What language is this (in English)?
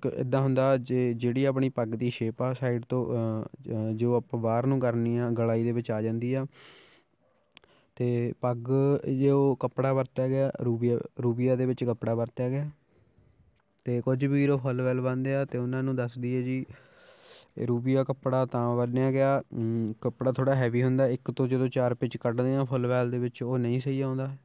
Punjabi